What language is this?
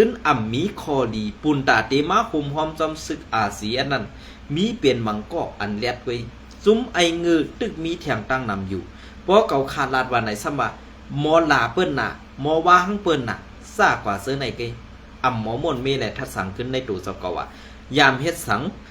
Shan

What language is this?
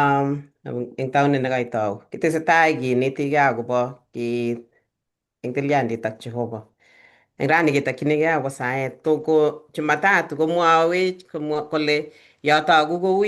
Kalenjin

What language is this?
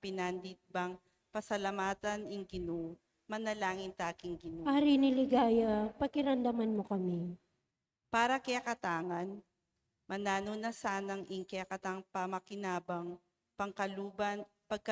Pampanga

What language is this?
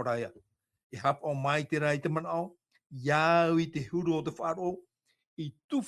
Tahitian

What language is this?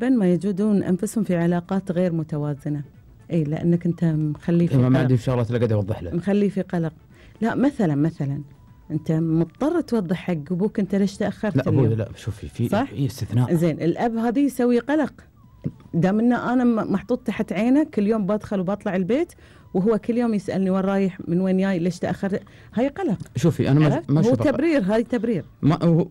Gulf Arabic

